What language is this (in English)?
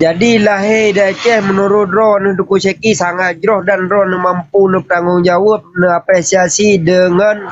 Achinese